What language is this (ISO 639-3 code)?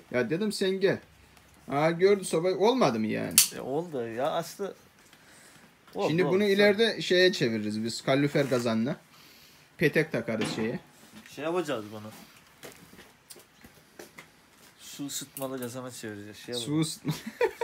tur